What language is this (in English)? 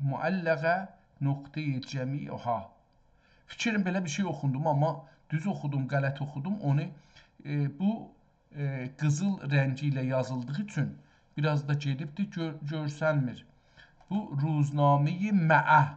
South Azerbaijani